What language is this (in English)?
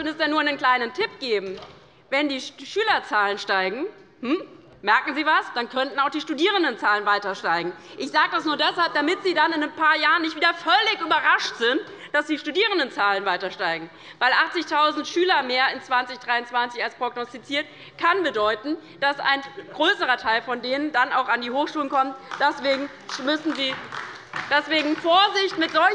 German